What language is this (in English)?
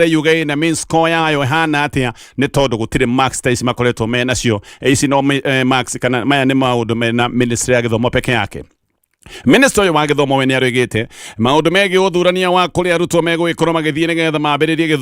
Kikuyu